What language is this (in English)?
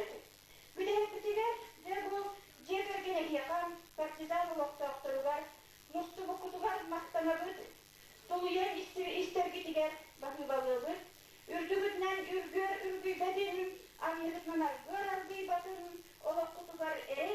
Yakut